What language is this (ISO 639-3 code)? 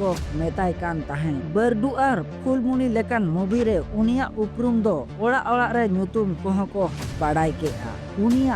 sat